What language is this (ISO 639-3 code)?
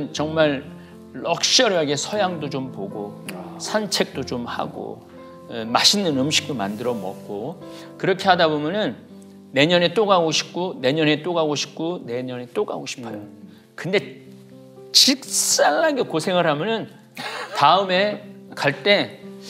kor